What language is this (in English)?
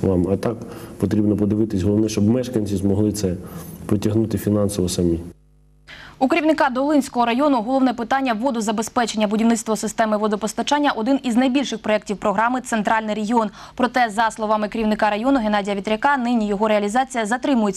Ukrainian